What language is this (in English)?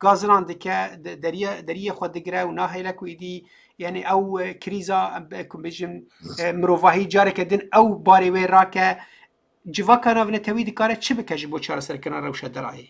Kurdish